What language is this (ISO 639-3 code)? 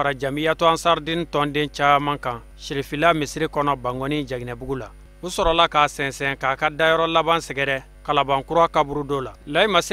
bam